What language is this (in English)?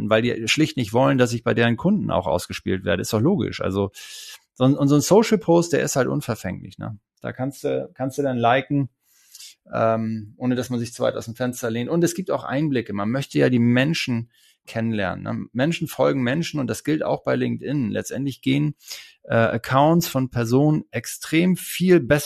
German